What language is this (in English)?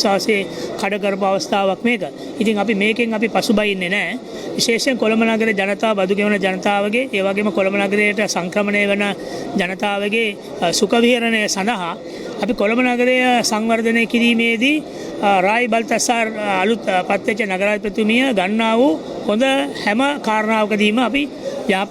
Sinhala